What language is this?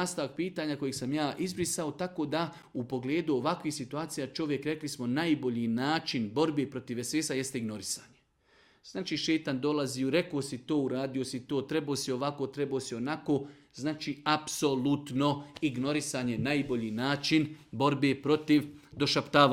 Serbian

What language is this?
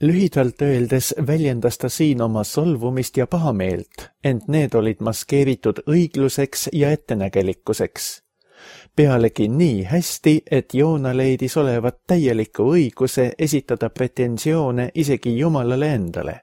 Estonian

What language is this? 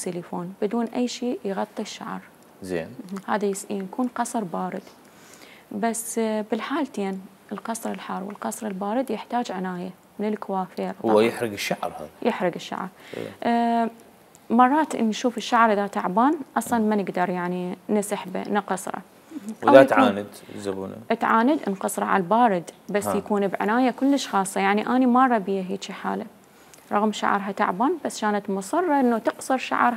Mesopotamian Arabic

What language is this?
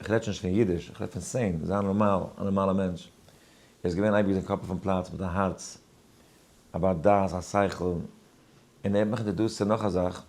Yiddish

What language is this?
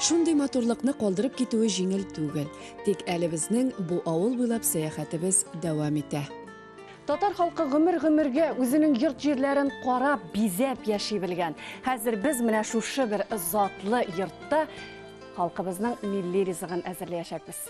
Tatar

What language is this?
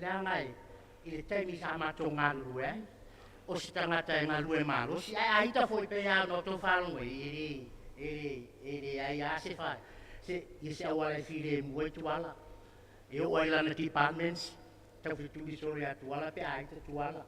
Samoan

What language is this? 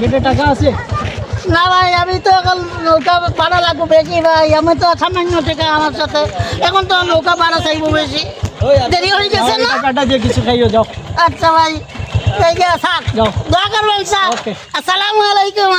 Sylheti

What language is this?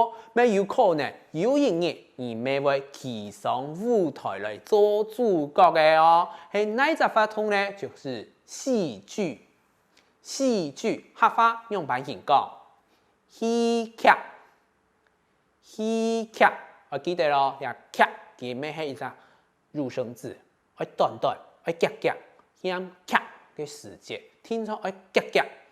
Hakka Chinese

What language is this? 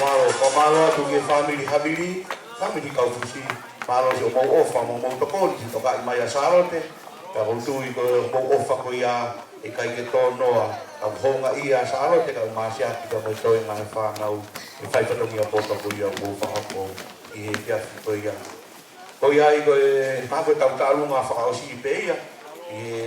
Tongan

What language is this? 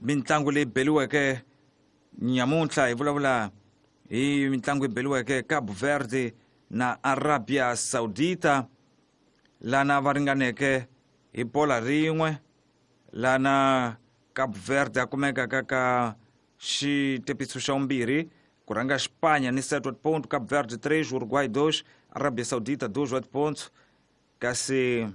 Tsonga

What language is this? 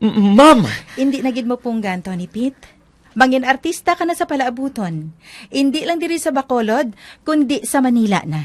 Hiligaynon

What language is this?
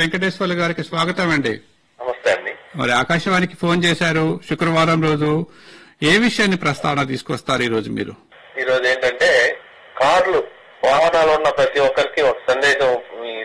Telugu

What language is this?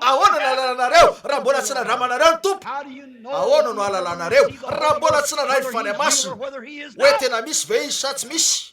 Malagasy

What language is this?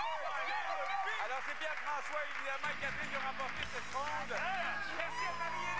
French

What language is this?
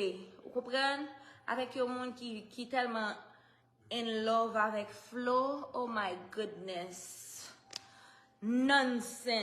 Haitian Creole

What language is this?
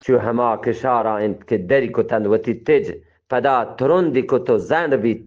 Eastern Balochi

